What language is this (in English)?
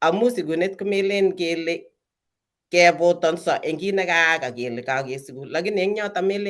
Kalenjin